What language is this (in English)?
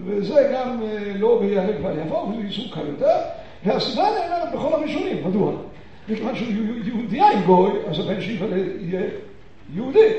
Hebrew